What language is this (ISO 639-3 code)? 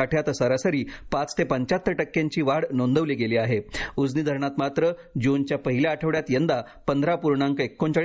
mar